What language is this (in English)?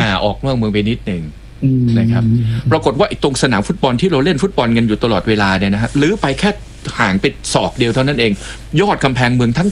Thai